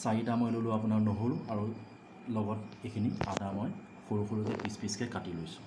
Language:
Assamese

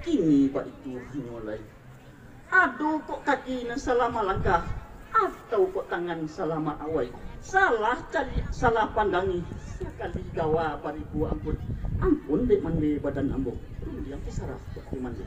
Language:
Minangkabau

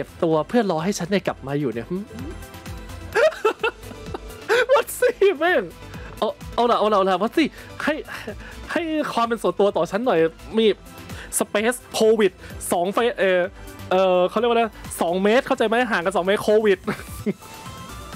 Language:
Thai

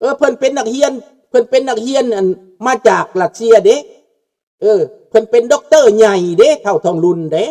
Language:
Lao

